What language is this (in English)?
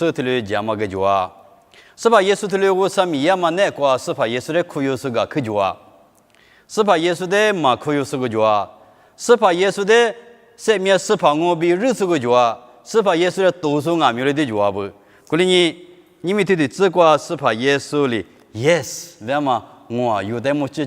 Lisu